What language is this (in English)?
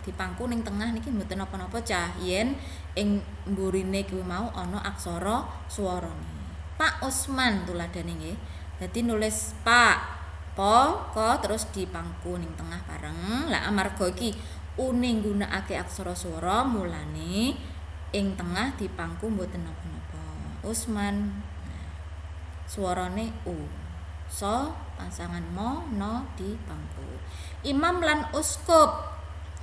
Javanese